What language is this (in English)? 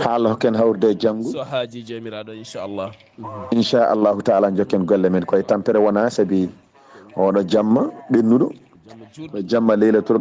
Fula